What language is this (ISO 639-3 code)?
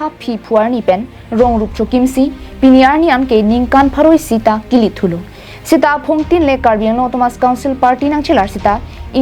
mjw